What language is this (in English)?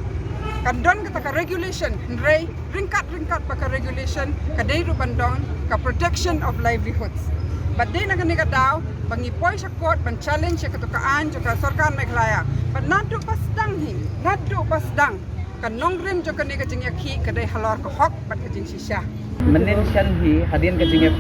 Khasi